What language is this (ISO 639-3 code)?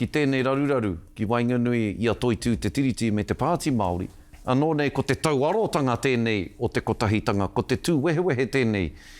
mri